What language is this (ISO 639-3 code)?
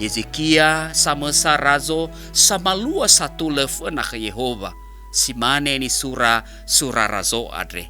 nia